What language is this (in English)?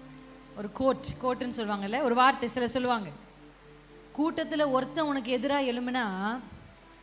Tamil